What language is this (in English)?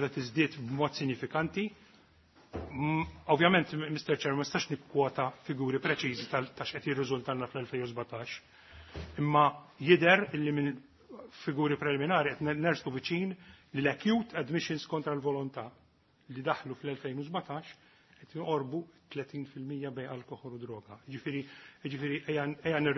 Maltese